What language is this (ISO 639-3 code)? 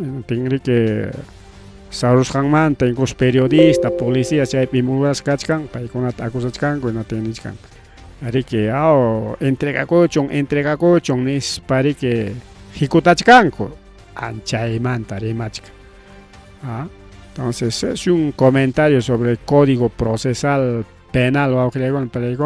quy